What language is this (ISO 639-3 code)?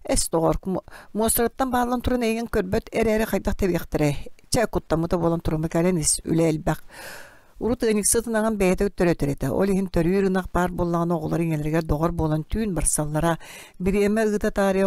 sah